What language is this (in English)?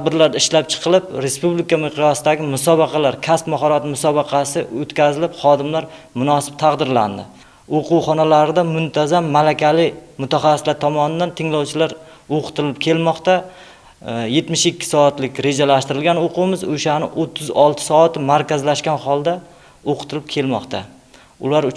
Uzbek